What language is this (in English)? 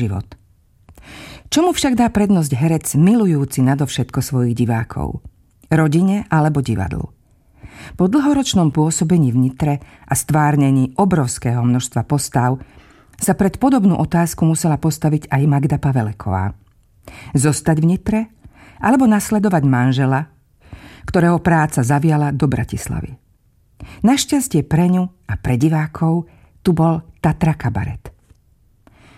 Slovak